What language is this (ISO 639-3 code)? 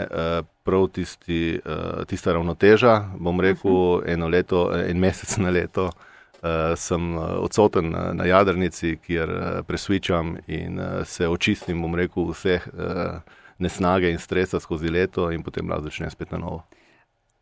slv